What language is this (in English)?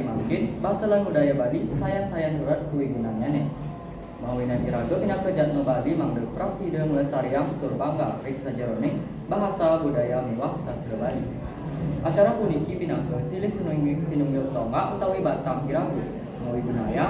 Balinese